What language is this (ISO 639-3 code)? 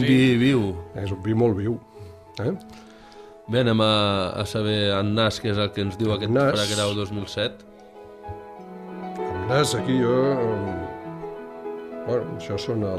cat